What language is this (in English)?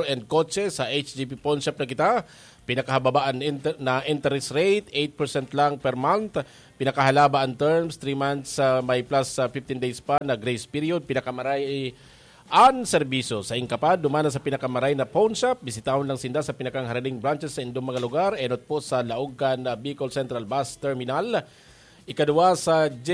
Bikol